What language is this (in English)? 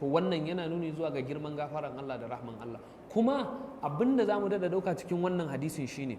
Hausa